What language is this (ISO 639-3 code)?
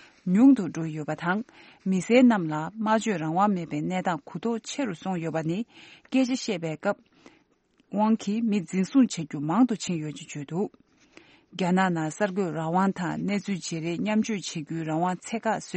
bod